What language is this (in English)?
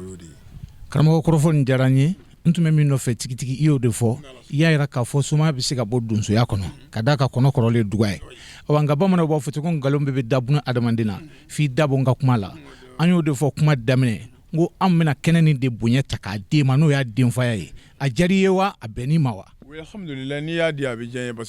Bambara